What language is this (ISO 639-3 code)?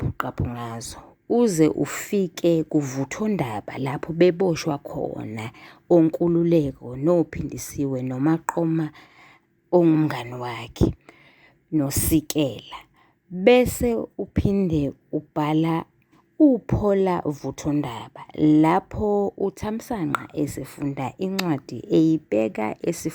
zul